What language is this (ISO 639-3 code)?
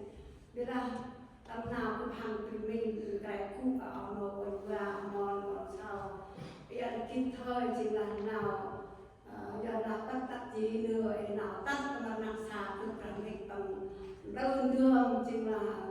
cmo